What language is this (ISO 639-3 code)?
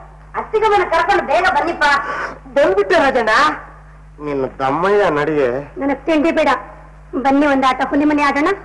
kan